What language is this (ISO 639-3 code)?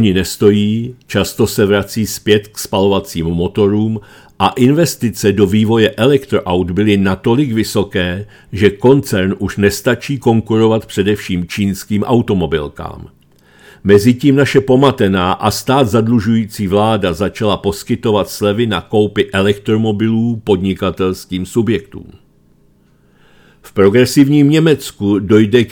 ces